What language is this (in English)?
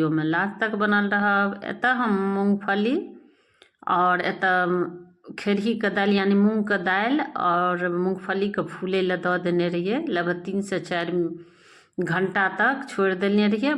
Maithili